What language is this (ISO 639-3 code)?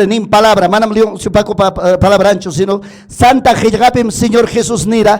quy